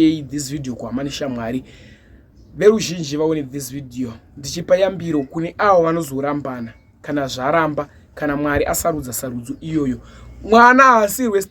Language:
Shona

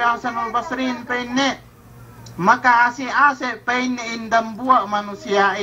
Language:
Yakan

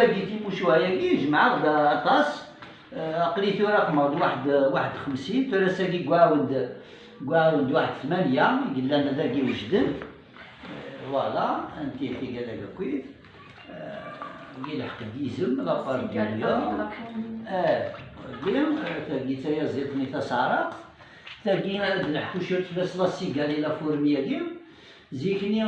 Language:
Kabyle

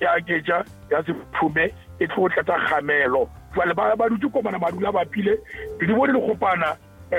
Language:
Northern Sotho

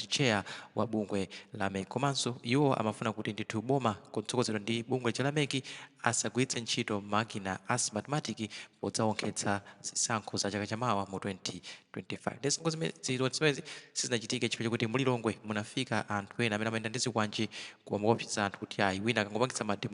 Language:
Nyanja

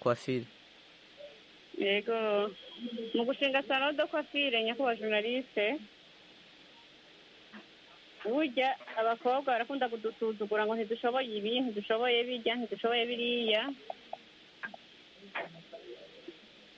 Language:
Kinyarwanda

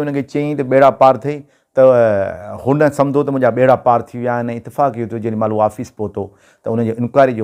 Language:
Sindhi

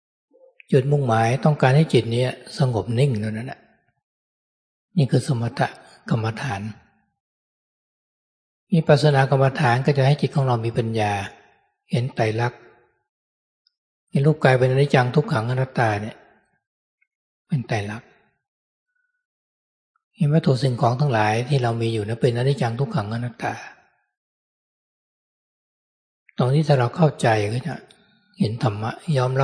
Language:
Thai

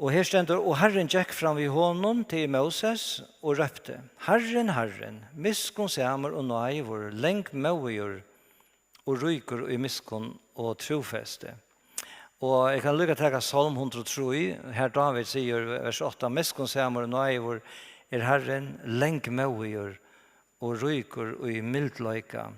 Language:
Faroese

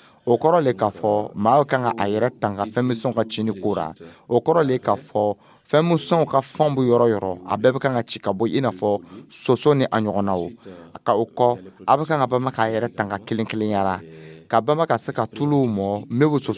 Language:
Dyula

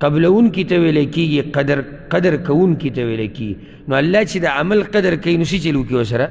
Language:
Pashto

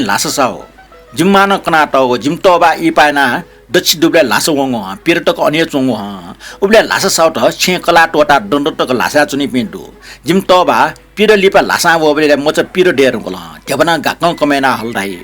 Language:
Newari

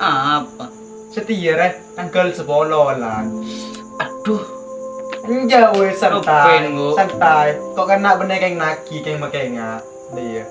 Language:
Madurese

